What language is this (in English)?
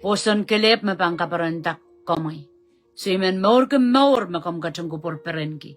Pohnpeian